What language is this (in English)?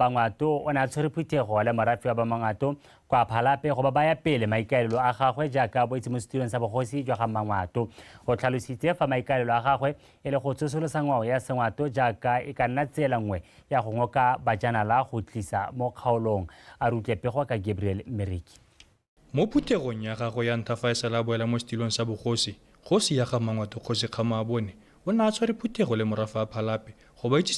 Tswana